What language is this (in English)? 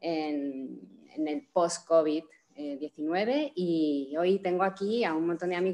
Spanish